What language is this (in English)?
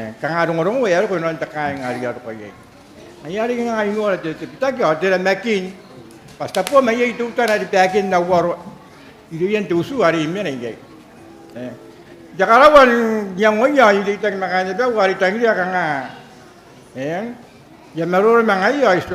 Gilbertese